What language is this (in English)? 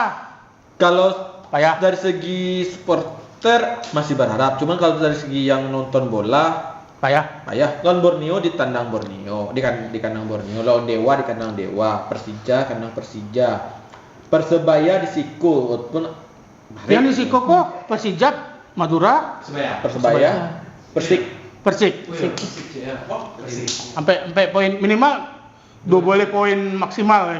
Minangkabau